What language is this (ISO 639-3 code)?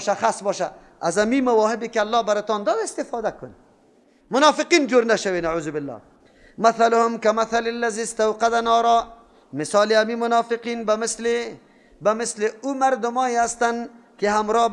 fas